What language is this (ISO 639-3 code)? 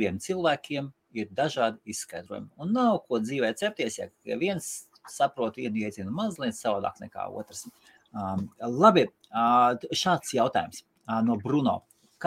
lav